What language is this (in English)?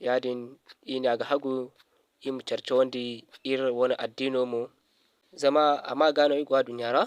Zarma